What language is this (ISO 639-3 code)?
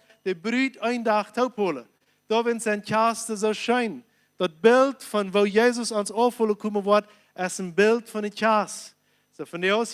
pdt